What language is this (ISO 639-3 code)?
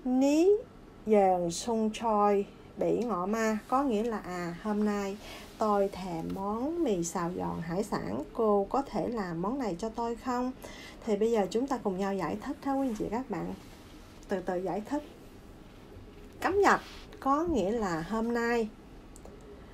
vie